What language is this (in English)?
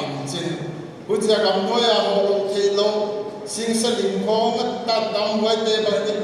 Paite Chin